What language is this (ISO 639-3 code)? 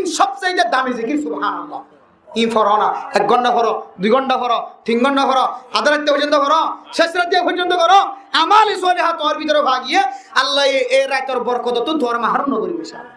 rhg